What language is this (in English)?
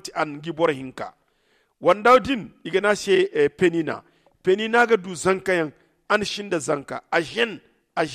Zarma